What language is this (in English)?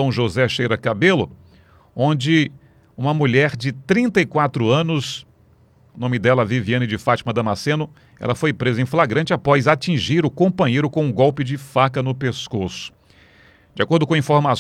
Portuguese